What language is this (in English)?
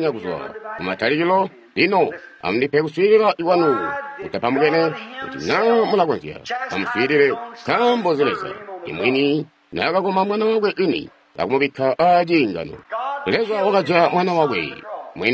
Tonga (Zambia)